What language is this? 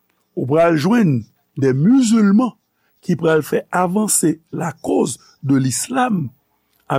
Haitian Creole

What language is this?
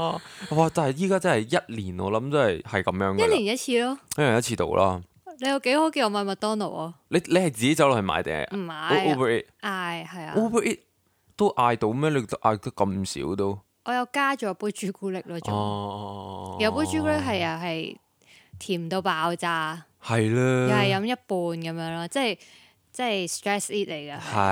Cantonese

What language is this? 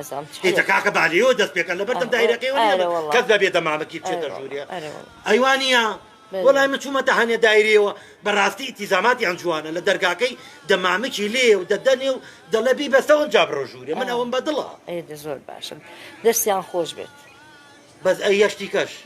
Central Kurdish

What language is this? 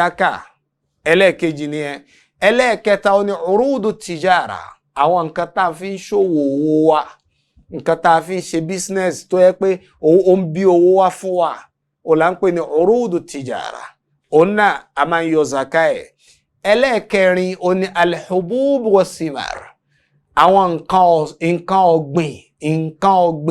Yoruba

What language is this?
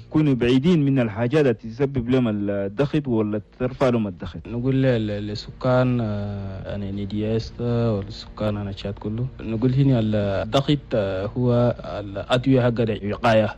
Chadian Arabic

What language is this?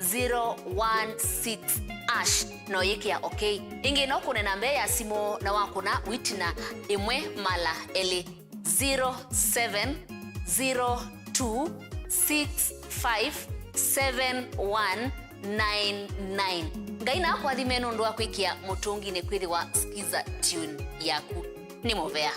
Kamba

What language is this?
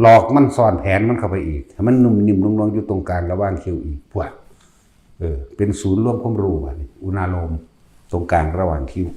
Lao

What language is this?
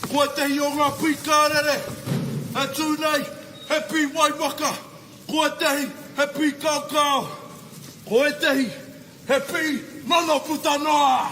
Māori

